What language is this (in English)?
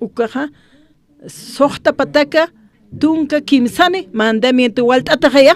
Aymara